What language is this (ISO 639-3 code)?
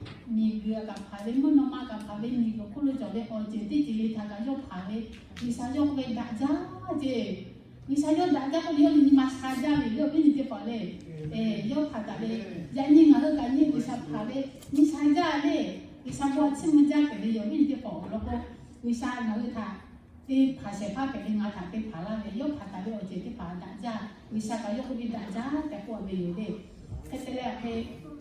lhu